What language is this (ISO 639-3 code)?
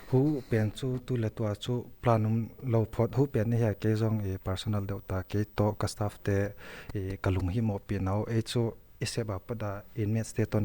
pck